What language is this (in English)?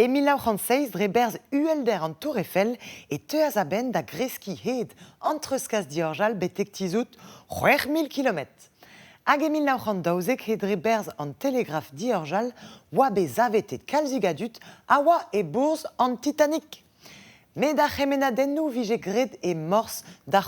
Breton